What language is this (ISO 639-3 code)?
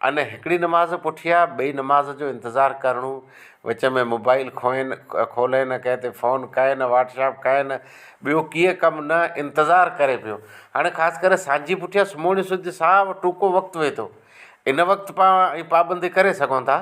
snd